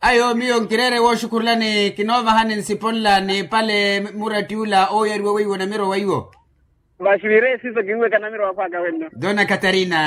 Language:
Makhuwa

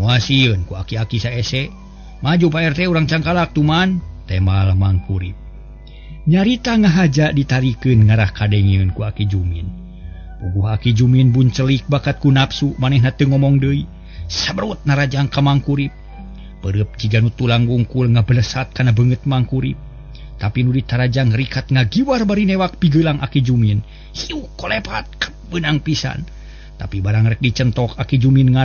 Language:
Sundanese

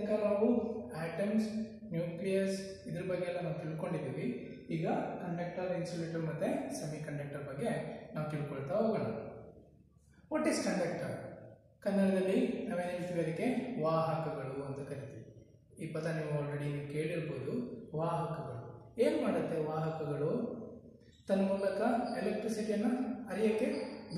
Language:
Kannada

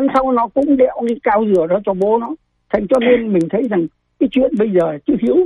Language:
Vietnamese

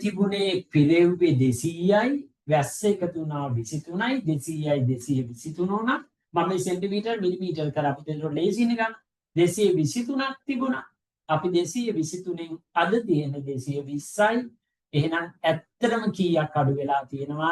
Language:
Sinhala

